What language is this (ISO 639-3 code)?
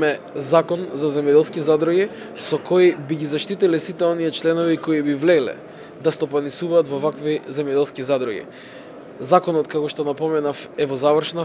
mkd